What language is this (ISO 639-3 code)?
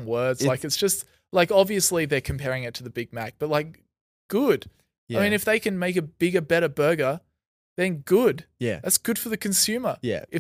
eng